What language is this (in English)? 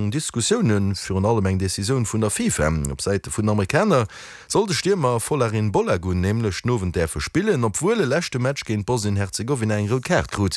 Luxembourgish